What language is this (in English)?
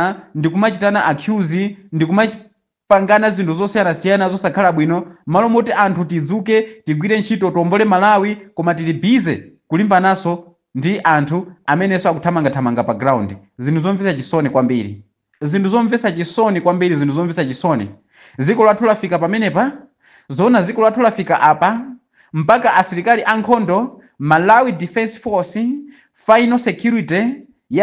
Nyanja